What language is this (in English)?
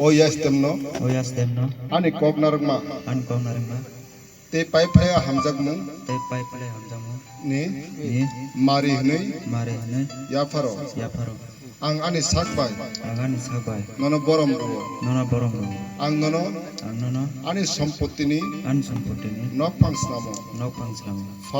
Kok Borok